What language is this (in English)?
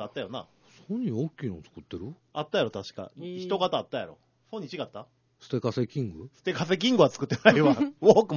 Japanese